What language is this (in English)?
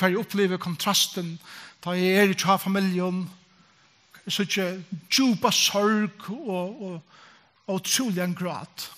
Faroese